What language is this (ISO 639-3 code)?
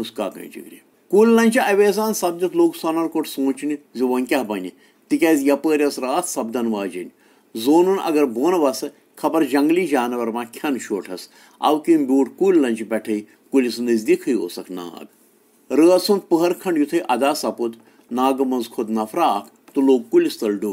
kas